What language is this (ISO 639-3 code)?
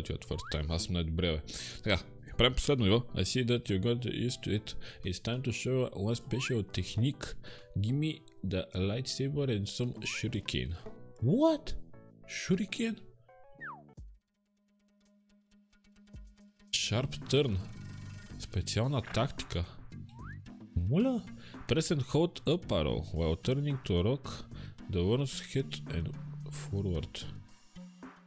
bul